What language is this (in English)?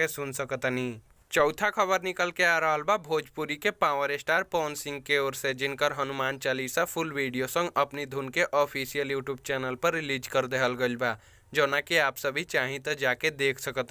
Bhojpuri